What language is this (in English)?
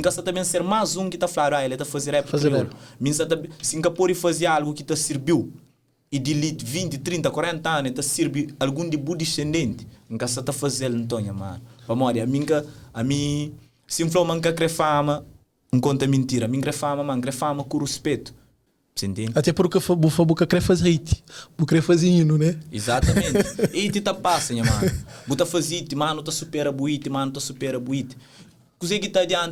Kabuverdianu